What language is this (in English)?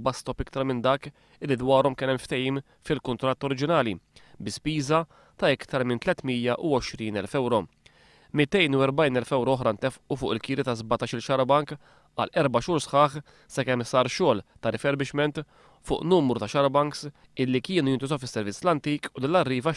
Maltese